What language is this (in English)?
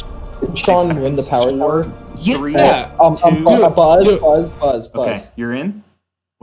English